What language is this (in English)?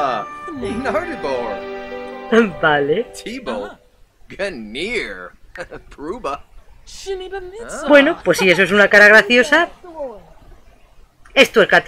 Spanish